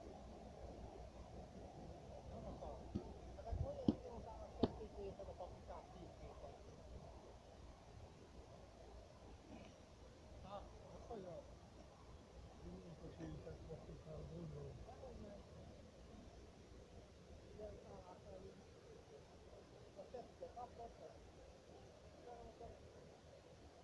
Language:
Hungarian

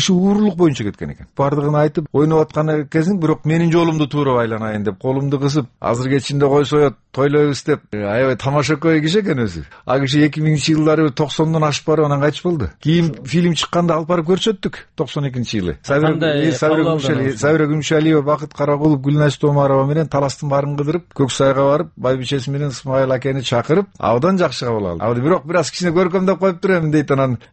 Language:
Kyrgyz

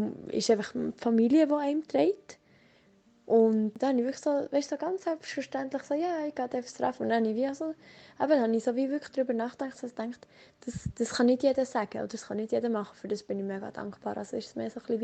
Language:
Swiss German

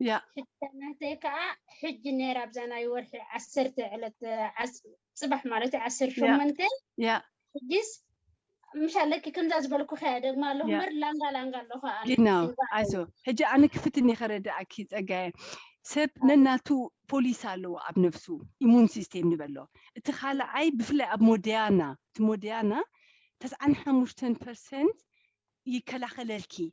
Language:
Tigrinya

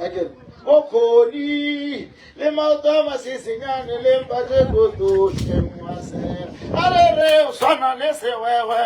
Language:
Northern Sotho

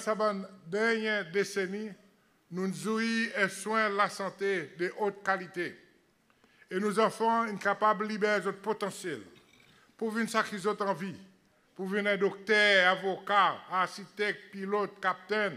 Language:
Seselwa Creole French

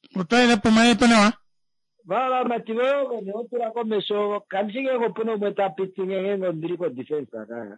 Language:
Kuanyama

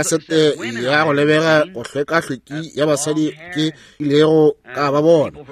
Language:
Northern Sotho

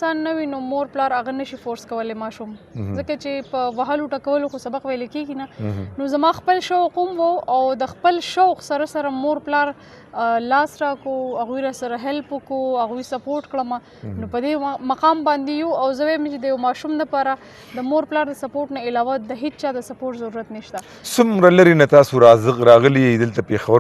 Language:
Pashto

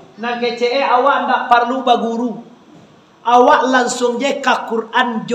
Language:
Minangkabau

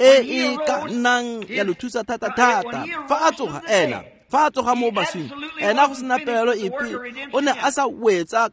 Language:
Tswana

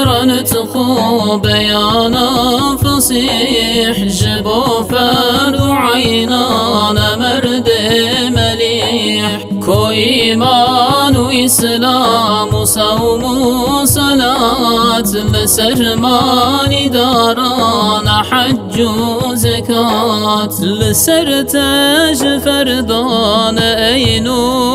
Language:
Kurdish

